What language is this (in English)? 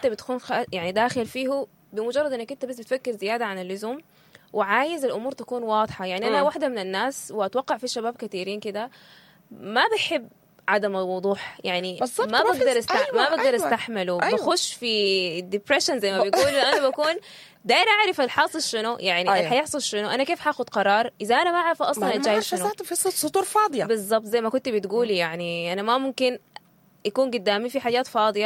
Sudanese Arabic